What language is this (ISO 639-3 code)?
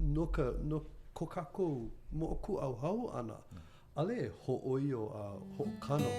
haw